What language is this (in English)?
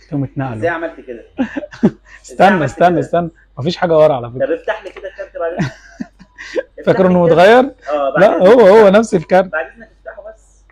Egyptian Arabic